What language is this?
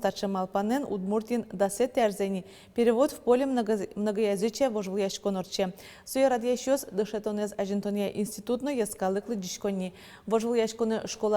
Udmurt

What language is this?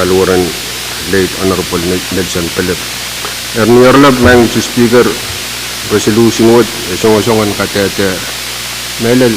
Pohnpeian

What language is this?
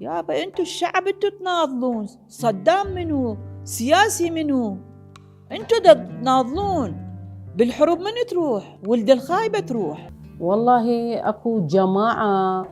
Mesopotamian Arabic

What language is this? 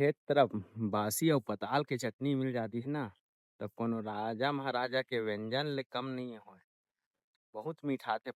Chhattisgarhi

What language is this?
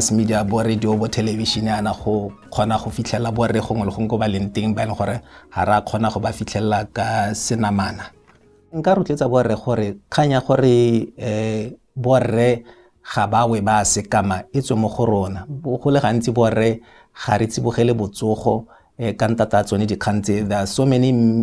Tswana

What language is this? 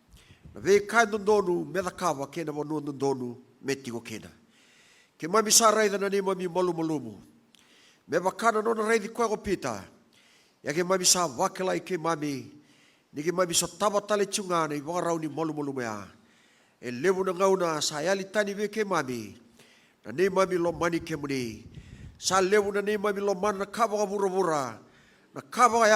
Fijian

